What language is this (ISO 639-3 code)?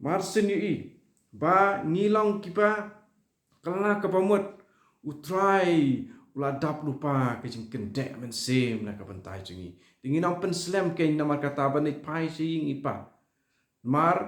kha